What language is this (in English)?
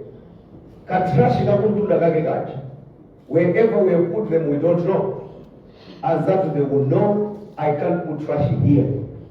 Nyanja